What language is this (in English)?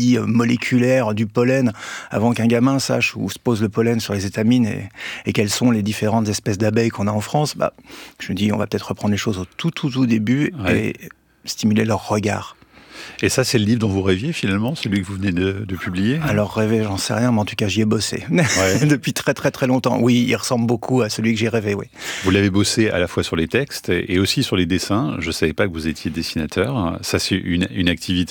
French